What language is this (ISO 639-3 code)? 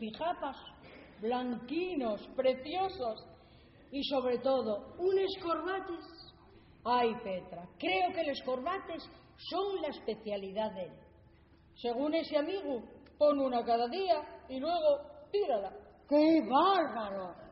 ast